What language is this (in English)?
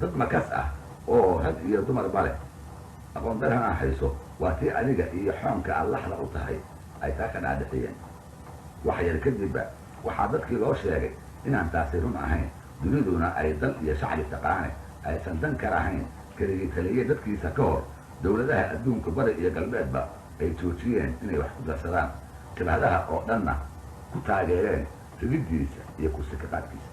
Somali